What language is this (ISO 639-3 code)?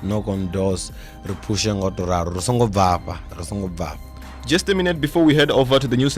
ven